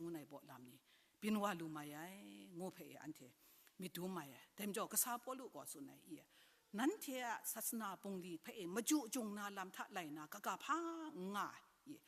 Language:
Kachin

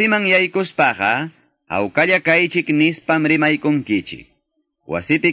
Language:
Quechua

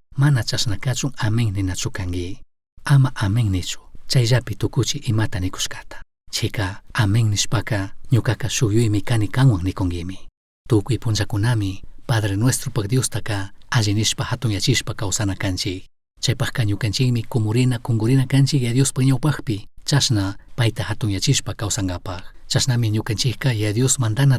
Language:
Chimborazo Highland Quichua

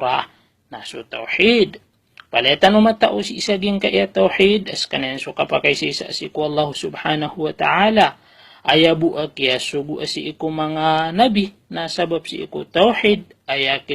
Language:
Maranao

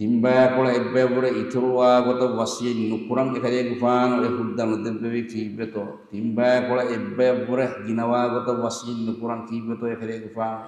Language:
Divehi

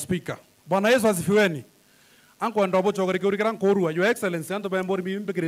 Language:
Meru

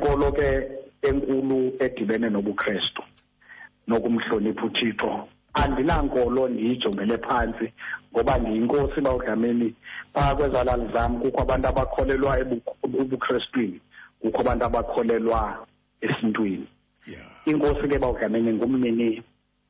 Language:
Xhosa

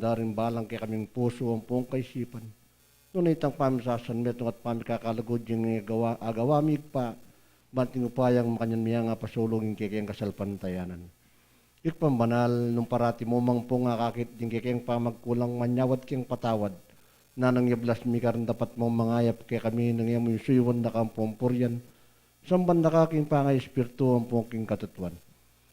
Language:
Pampanga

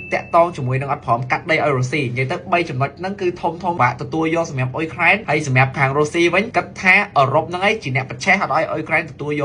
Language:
Khmer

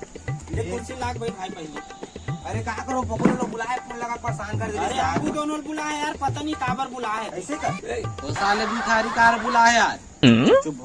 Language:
Chhattisgarhi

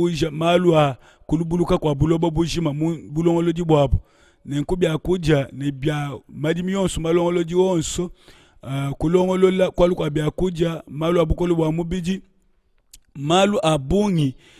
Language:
Luba-Lulua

